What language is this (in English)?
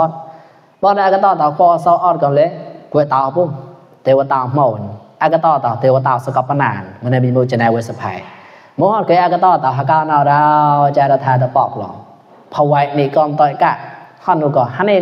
Mon